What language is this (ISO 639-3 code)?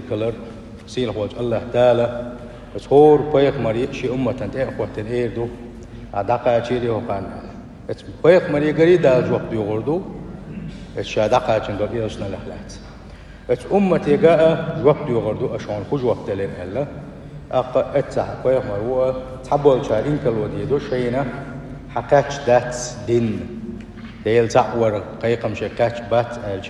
che